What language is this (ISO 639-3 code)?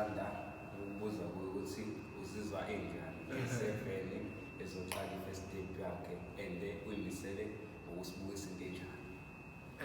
zul